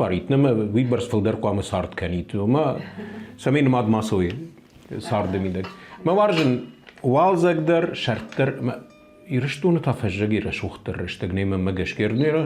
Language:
Ossetic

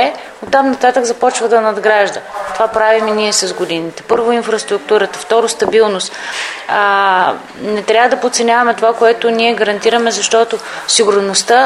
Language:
Bulgarian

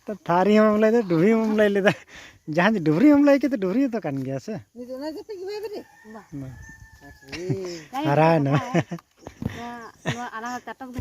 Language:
Santali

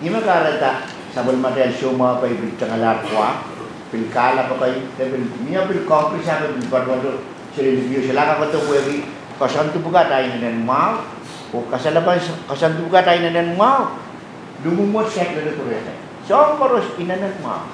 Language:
Pohnpeian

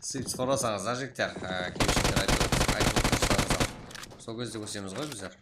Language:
Kara-Kalpak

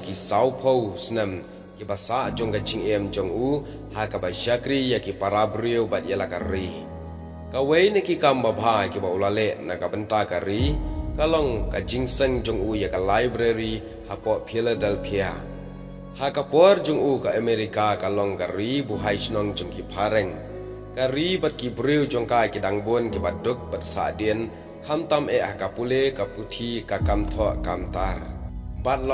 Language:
Khasi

